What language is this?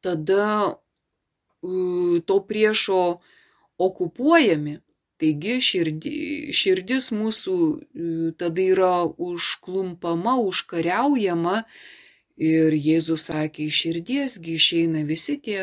Lithuanian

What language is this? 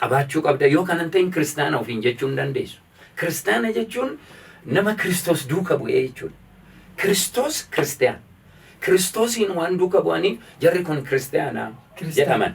Oromo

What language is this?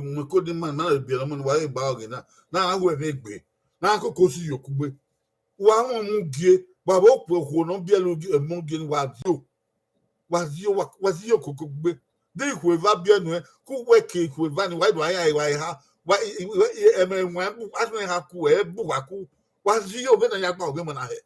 Bini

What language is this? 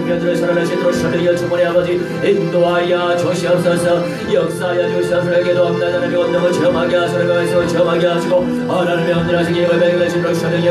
Korean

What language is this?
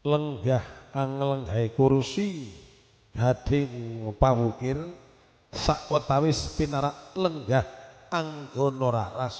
Javanese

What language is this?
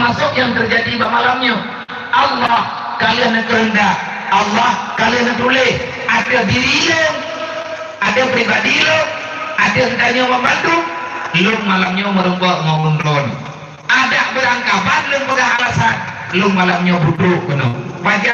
Achinese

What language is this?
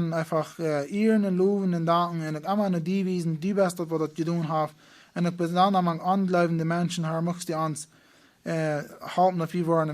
Plautdietsch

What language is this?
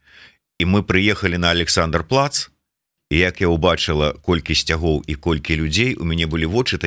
Belarusian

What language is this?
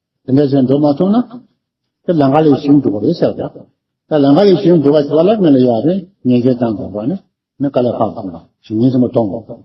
Tibetan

